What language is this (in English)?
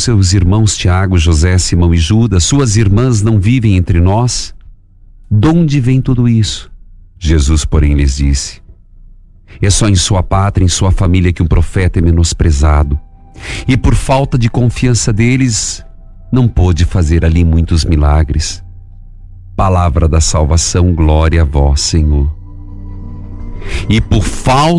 Portuguese